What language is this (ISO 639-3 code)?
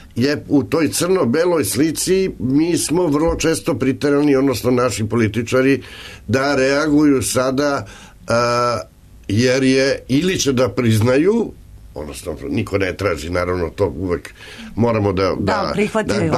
srp